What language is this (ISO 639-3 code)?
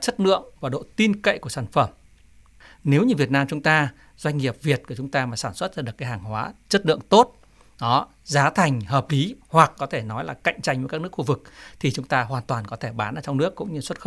vie